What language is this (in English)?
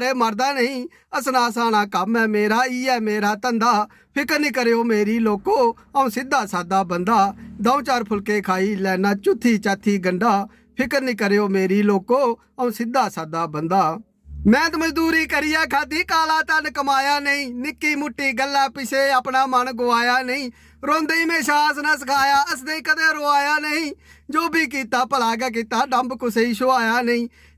Dogri